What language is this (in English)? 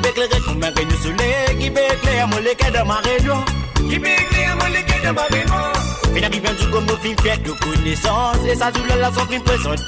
Morisyen